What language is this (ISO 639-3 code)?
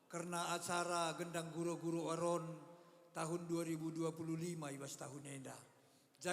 btx